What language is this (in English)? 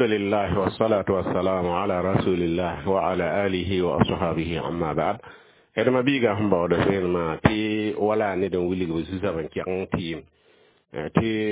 Mossi